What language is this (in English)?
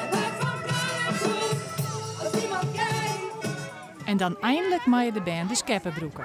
Western Frisian